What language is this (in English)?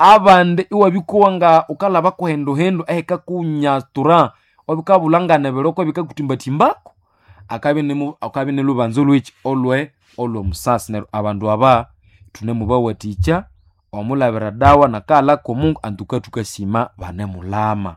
Nande